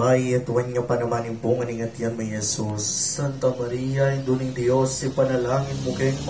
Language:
Pampanga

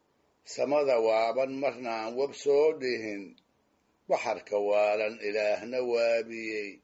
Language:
Somali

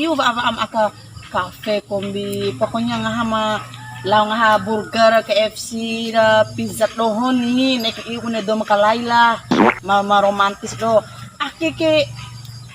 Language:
Bima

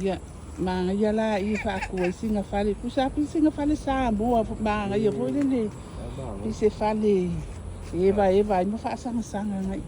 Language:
Samoan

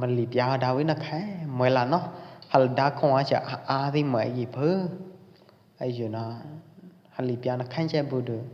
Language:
Pwo Eastern Karen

